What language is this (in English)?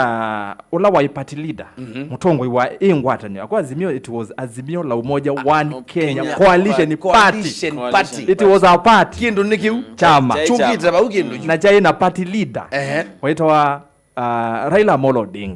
Kamba